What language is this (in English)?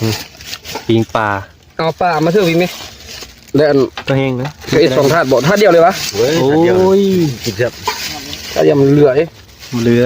Northeastern Thai